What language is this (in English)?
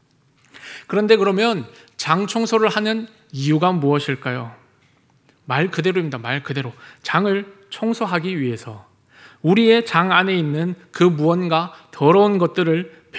Korean